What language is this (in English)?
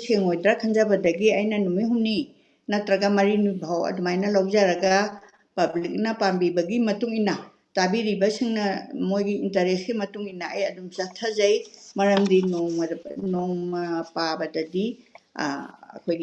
Manipuri